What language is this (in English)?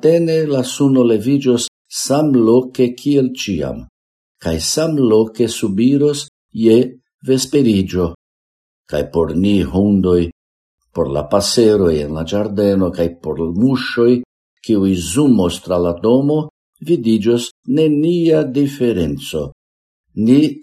Esperanto